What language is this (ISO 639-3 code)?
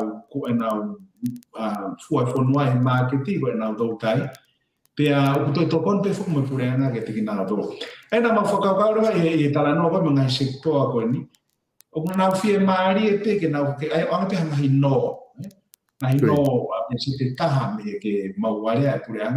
ton